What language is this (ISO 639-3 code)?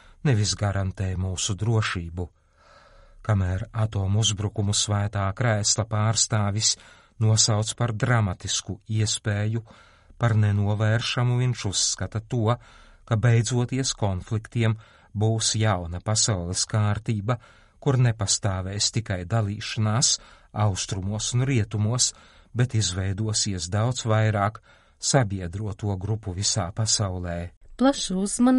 lav